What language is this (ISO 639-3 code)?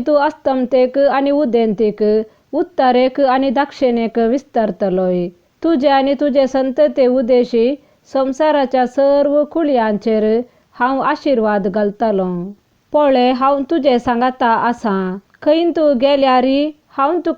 kok